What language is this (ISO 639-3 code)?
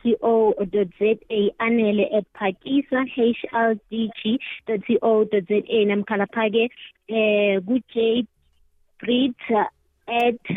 nbl